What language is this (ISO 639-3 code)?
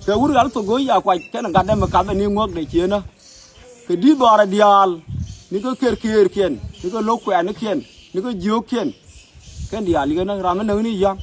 nus